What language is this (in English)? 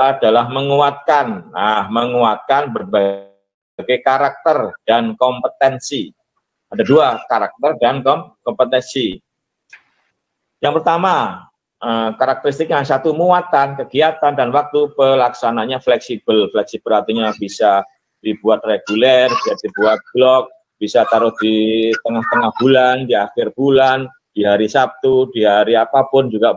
Indonesian